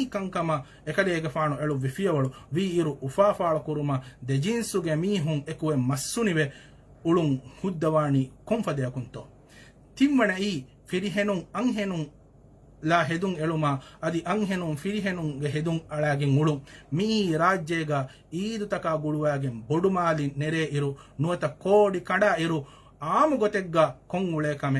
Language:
Divehi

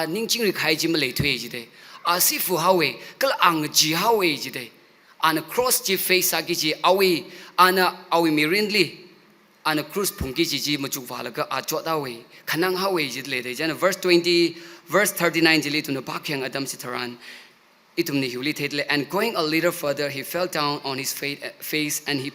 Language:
Tangkhul Naga (India)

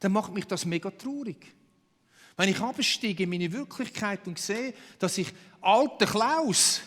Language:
Swiss German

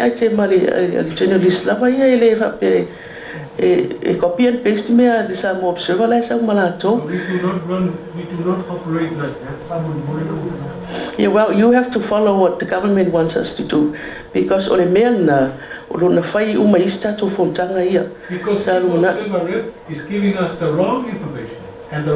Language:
Samoan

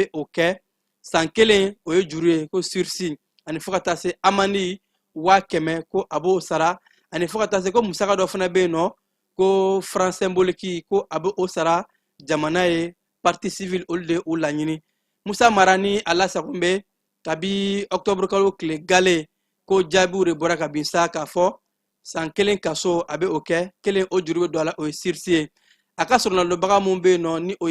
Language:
Bambara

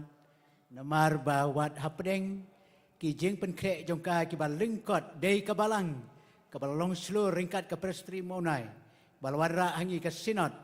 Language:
Khasi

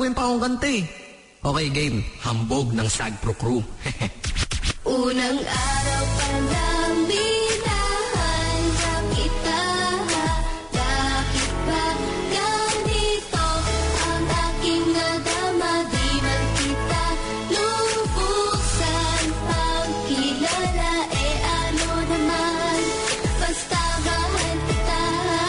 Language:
Filipino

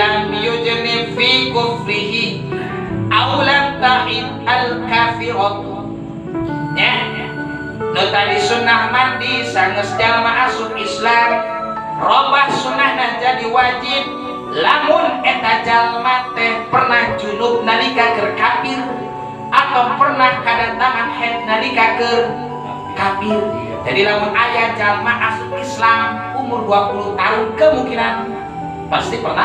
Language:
Sundanese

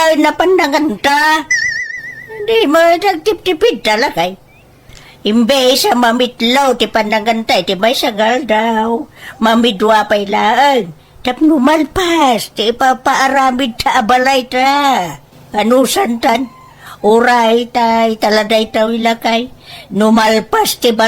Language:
Iloko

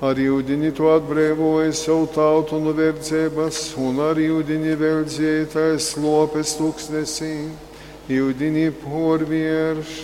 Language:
Latgalian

